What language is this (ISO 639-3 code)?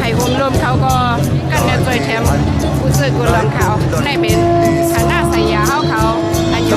shn